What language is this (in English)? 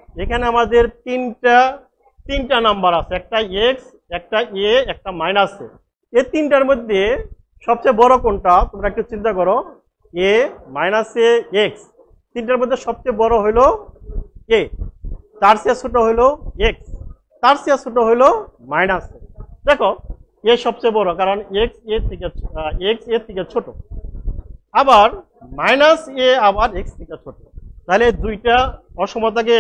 Bangla